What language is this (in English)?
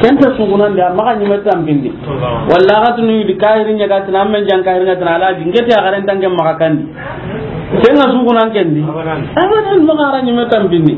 Soninke